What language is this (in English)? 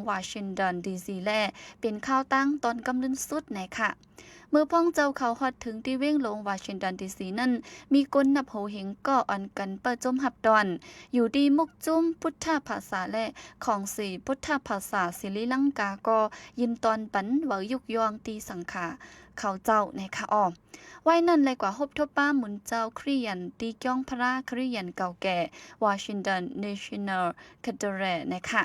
Shan